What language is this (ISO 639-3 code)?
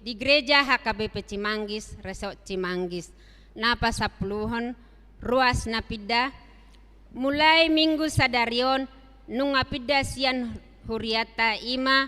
bbc